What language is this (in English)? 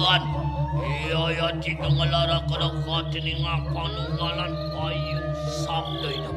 Balinese